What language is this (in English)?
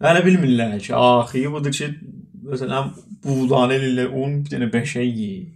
South Azerbaijani